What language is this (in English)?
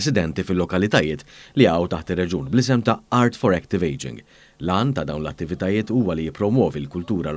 Maltese